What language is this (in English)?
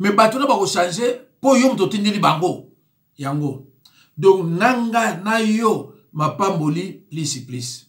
Lingala